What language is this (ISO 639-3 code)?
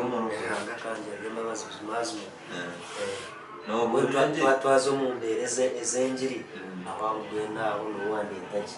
nyn